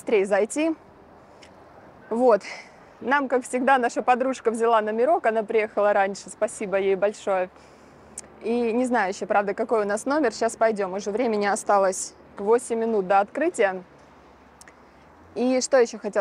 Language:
Russian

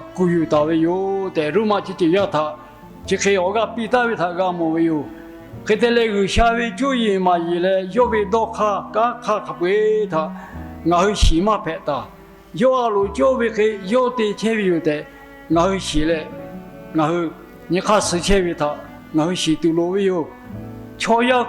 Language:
Lahu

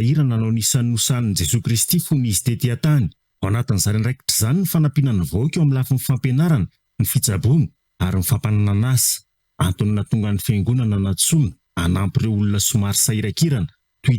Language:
Malagasy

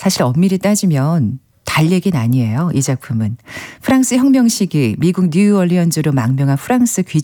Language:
Korean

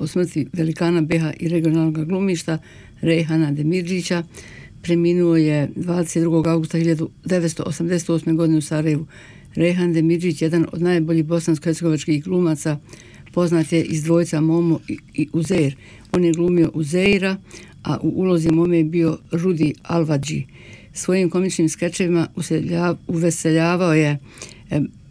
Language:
Bosnian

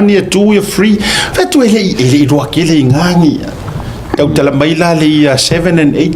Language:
Samoan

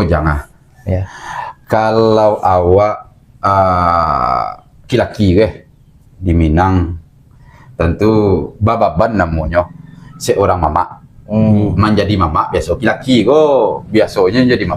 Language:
Minangkabau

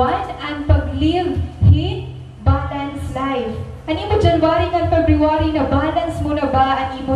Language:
Waray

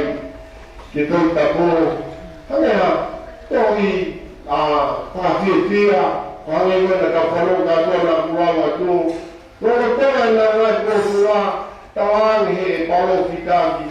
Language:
Tongan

